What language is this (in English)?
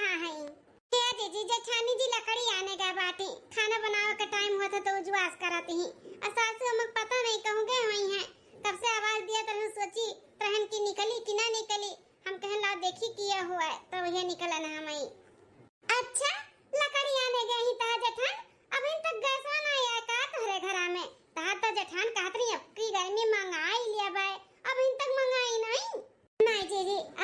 Awadhi